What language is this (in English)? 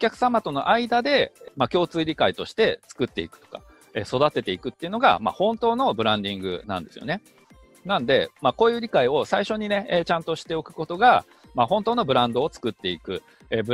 Japanese